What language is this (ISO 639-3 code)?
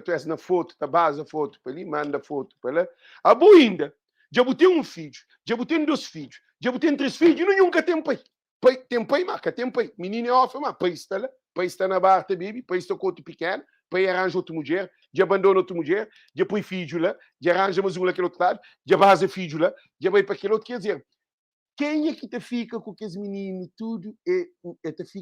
kea